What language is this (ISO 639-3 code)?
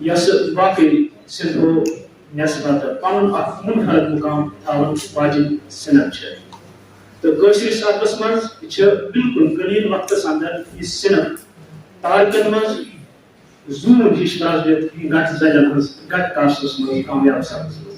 kas